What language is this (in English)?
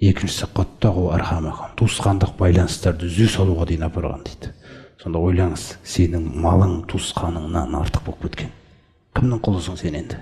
Kazakh